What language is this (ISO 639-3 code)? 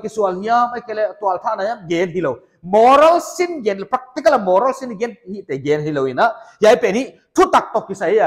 pck